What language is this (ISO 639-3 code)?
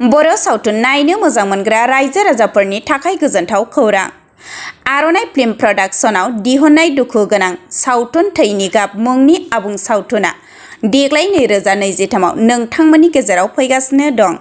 brx